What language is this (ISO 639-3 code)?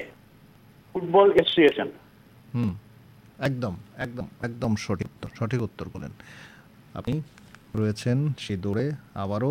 ben